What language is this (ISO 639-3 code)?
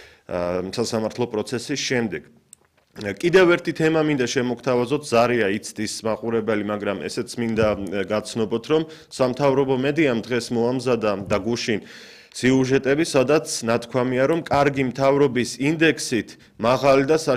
kat